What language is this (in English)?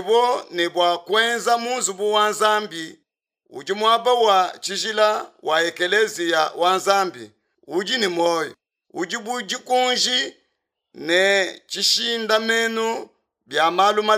Luba-Lulua